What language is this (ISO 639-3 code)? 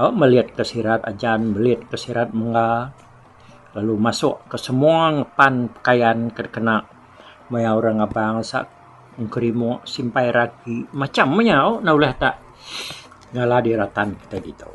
iba